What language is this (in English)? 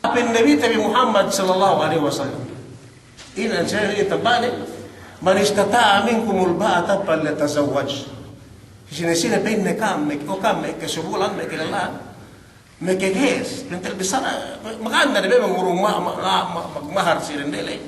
Yakan